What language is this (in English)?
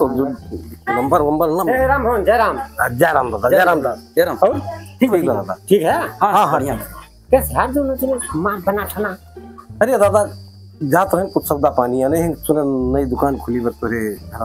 Awadhi